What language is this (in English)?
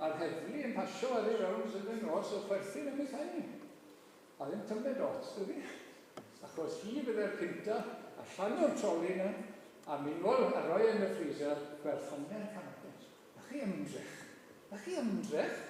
Welsh